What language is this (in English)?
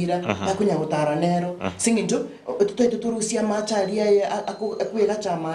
Gusii